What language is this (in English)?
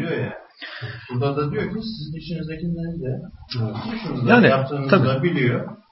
Turkish